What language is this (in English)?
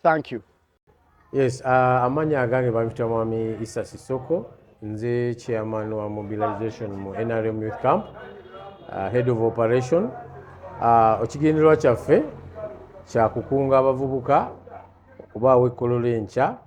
Ganda